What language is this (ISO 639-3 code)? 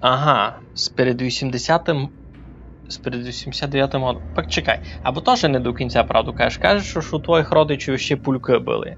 rue